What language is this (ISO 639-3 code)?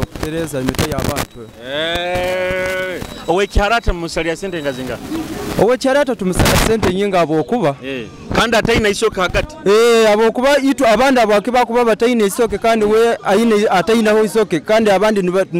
nyo